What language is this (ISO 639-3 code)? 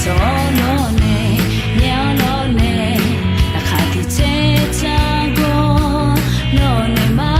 ahk